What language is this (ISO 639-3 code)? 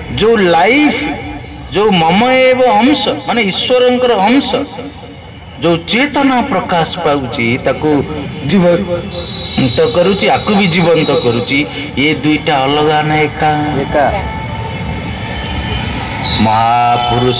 ori